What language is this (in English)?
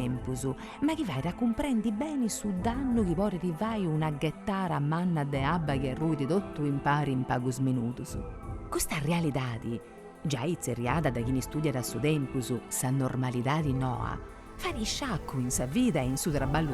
Sardinian